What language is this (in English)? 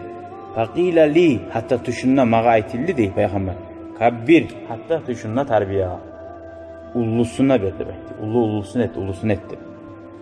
Kumyk